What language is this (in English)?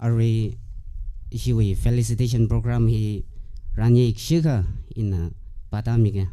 Tangkhul Naga (India)